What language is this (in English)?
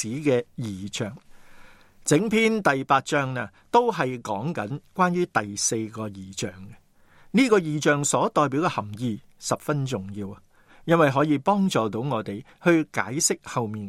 Cantonese